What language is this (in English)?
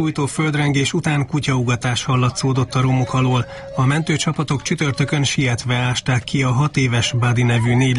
Hungarian